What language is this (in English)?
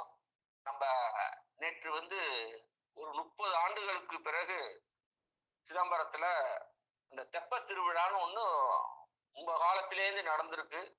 Tamil